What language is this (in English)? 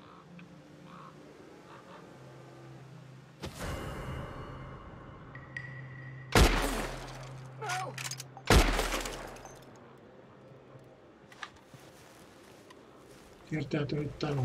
Finnish